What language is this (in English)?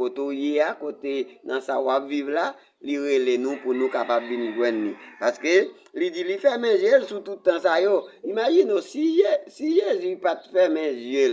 Haitian Creole